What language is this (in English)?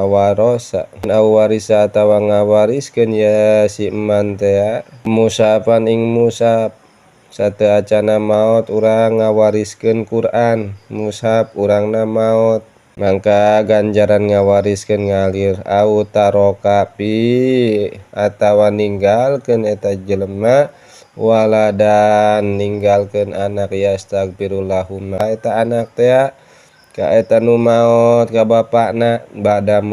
Sundanese